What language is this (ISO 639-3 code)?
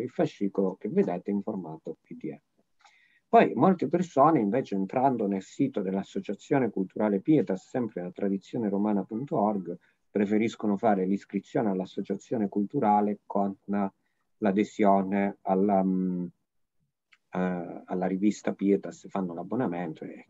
ita